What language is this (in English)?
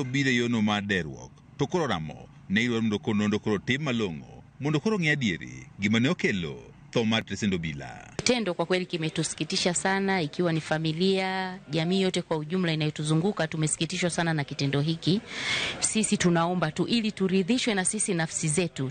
Luo (Kenya and Tanzania)